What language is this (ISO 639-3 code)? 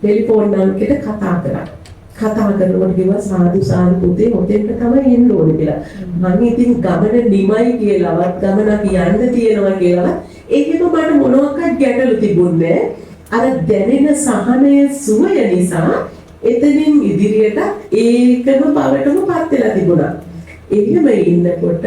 sin